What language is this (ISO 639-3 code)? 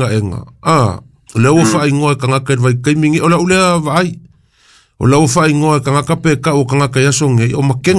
smo